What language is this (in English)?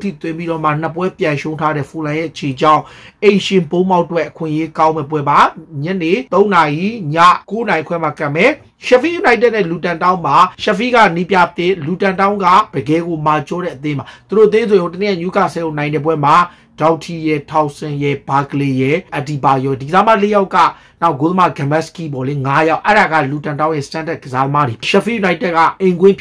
Burmese